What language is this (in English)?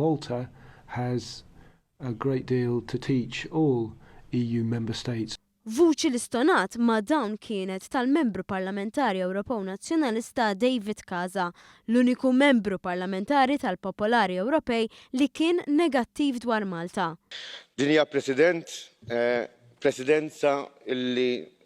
Maltese